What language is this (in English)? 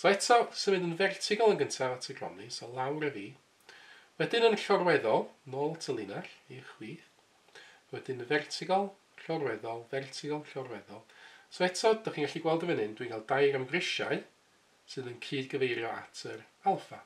Welsh